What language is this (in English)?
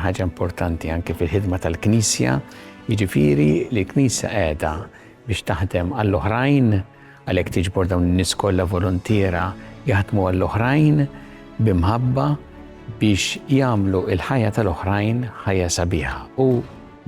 Maltese